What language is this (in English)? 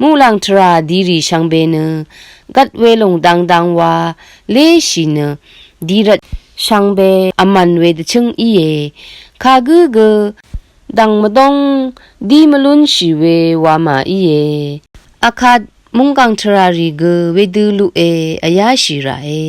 Rawang